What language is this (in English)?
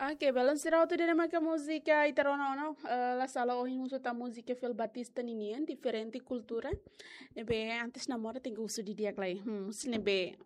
Tetum